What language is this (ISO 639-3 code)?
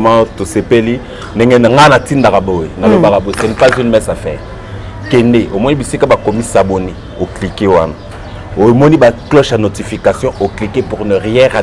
lin